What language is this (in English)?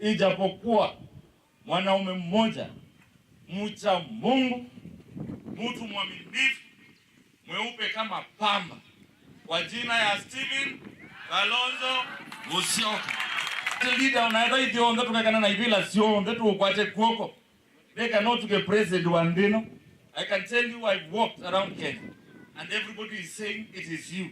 Kamba